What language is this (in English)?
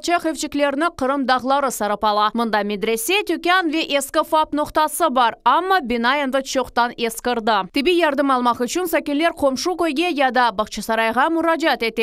Crimean Tatar